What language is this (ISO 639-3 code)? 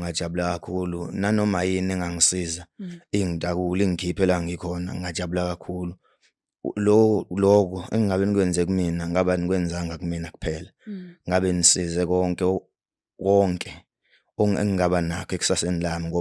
zul